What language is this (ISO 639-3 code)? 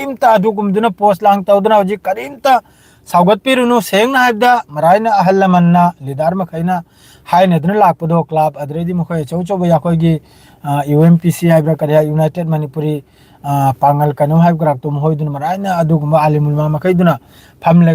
mni